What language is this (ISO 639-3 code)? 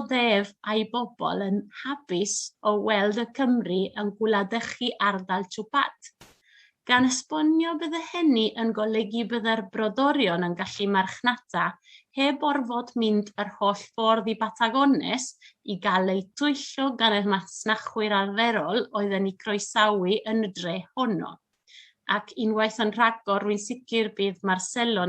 cym